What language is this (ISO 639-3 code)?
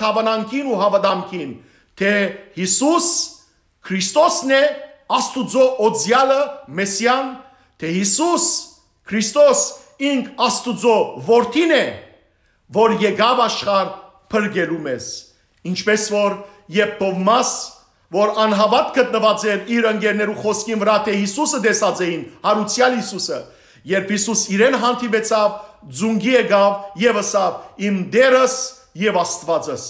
hyw